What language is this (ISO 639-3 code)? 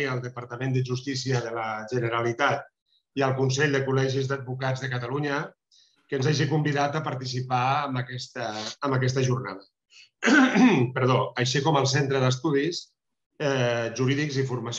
cat